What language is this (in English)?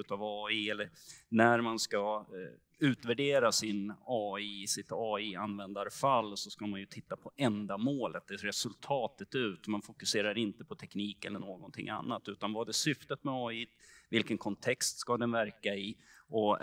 Swedish